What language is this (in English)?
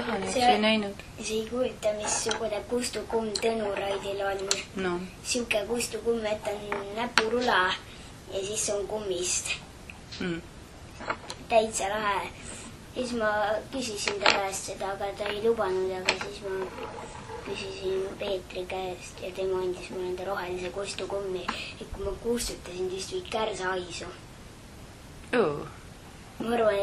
Estonian